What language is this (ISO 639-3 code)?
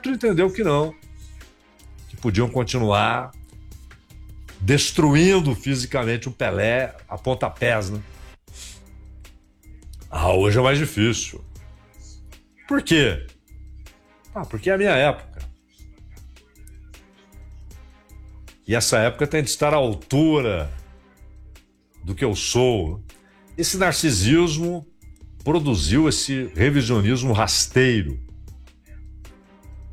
por